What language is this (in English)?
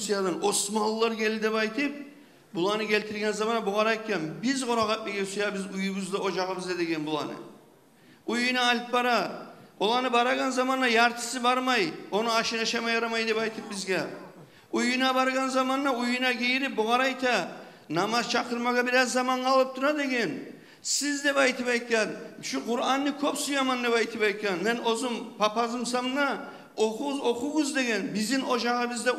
Kumyk